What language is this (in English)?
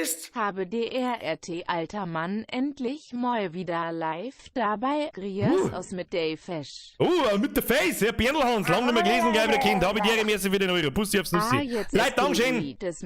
Bavarian